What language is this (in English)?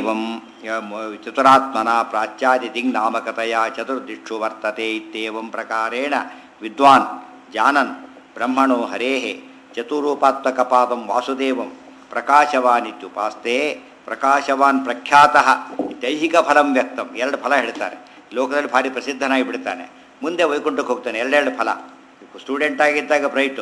Kannada